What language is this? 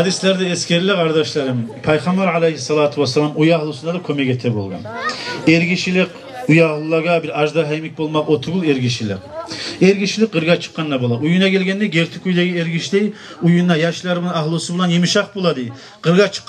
Kumyk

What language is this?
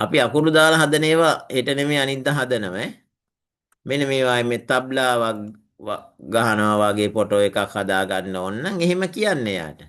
Sinhala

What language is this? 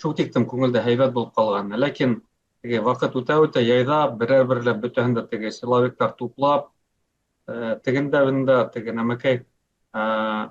Bashkir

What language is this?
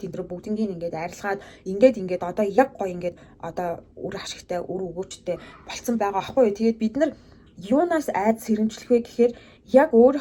Mongolian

